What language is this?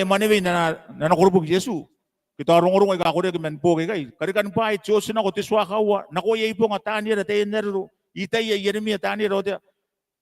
Gilbertese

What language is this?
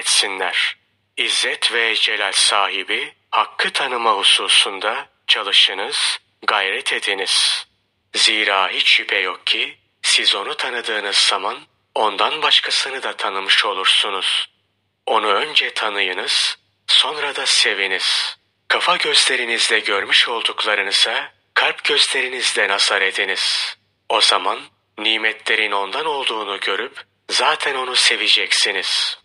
Turkish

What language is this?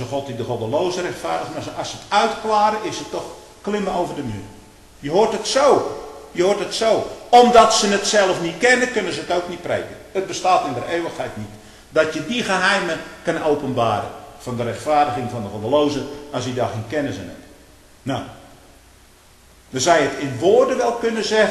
Dutch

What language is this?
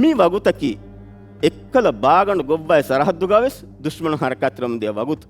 Divehi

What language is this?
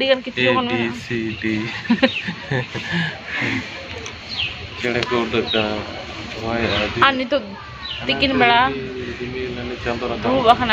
Santali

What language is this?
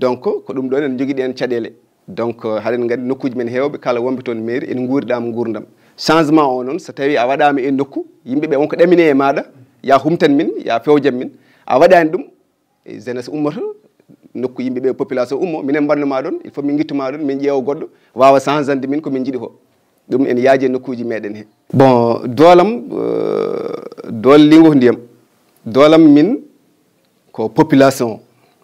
Fula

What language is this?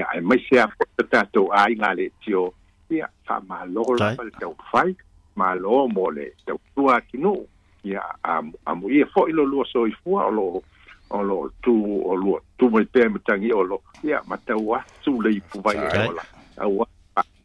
Samoan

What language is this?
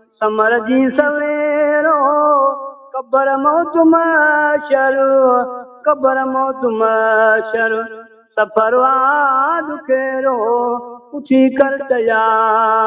Saraiki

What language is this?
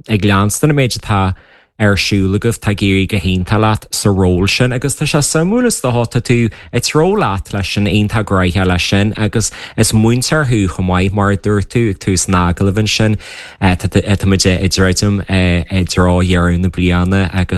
Irish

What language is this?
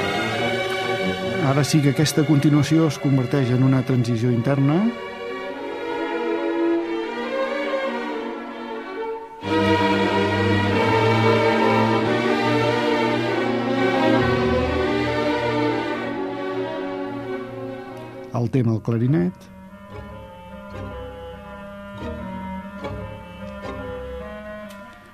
Catalan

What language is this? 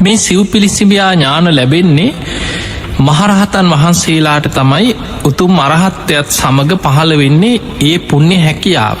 Sinhala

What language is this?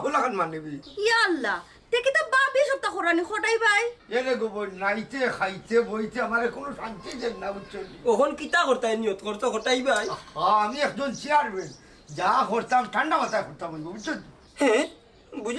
Sylheti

